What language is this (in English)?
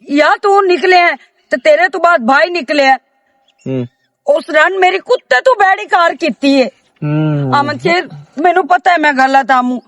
Western Panjabi